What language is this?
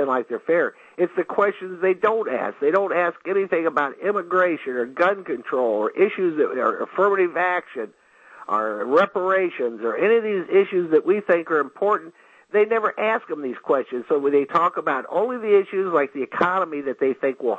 English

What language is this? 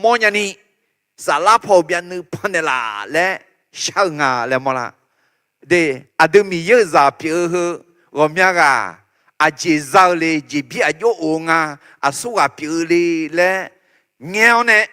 Akha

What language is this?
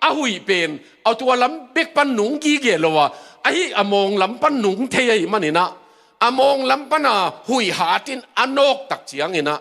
Tedim Chin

